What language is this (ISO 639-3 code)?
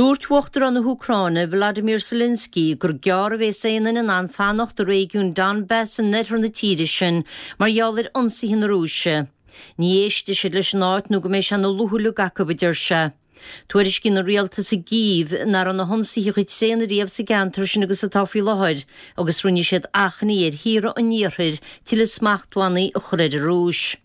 gle